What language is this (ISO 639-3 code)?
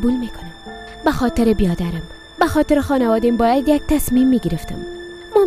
fas